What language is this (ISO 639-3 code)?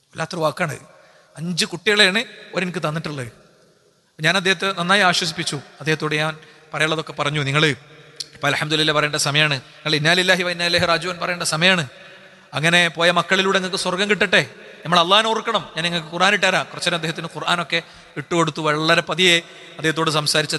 mal